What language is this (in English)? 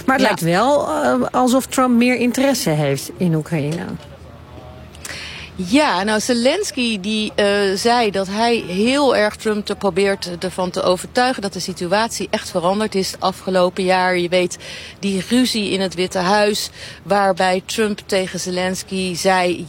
Dutch